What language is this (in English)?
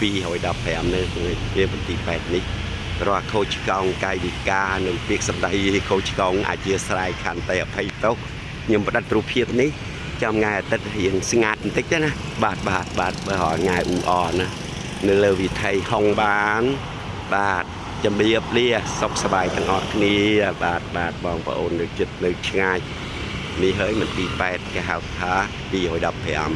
Khmer